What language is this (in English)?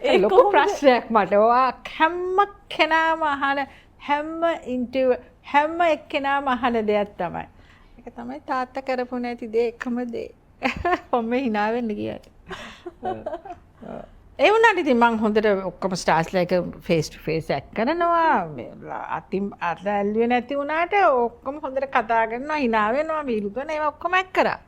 Sinhala